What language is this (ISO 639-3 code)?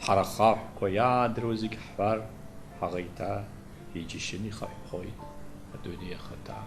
abk